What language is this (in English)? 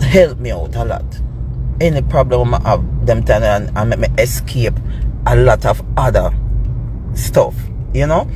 Jamaican Creole English